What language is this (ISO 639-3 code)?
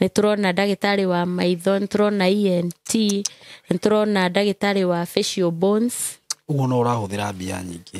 kik